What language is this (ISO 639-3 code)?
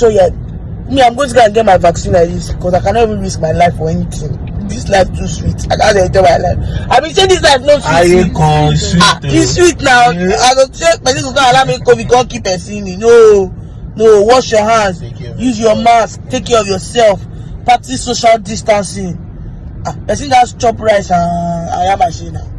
pcm